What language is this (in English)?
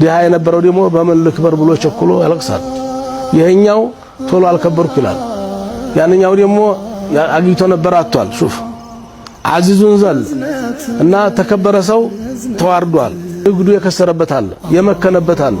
Amharic